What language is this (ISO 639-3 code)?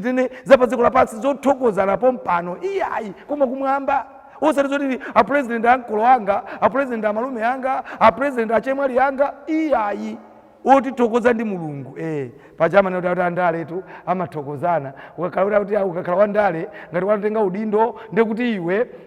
nya